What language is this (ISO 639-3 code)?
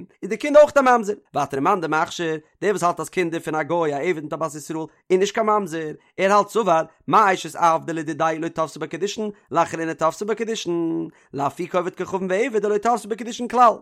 yid